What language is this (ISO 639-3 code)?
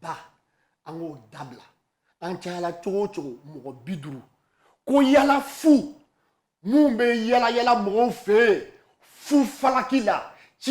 bam